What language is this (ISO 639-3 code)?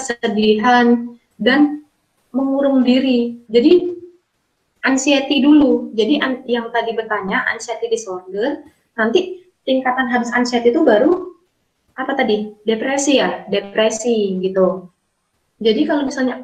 ind